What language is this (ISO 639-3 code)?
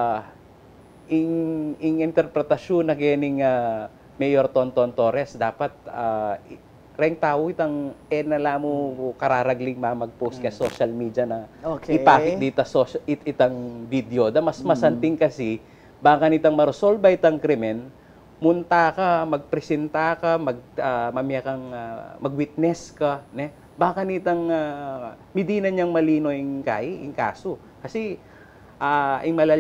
pam